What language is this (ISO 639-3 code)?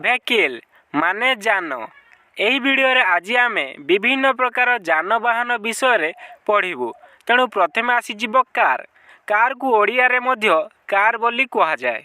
ori